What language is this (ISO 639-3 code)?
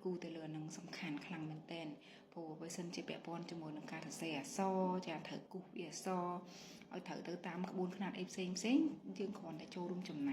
khm